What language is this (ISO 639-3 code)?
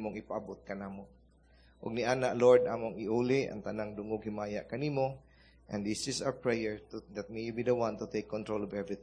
ceb